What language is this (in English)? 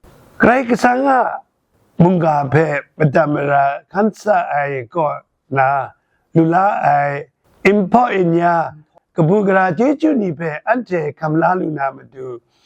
Kachin